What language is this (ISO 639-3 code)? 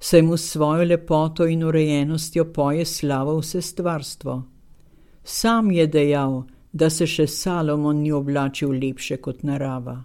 slv